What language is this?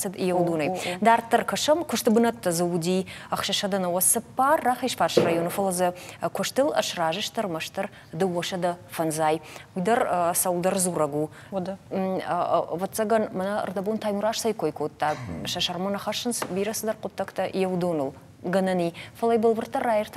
Ossetic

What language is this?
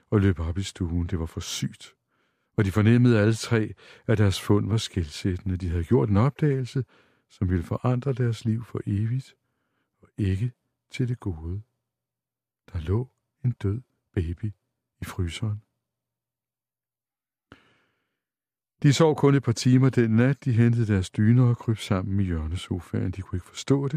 Danish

